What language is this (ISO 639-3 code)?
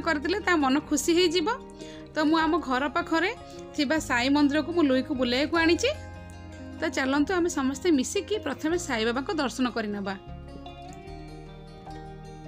ori